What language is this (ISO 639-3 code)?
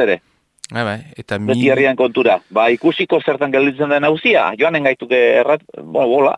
eus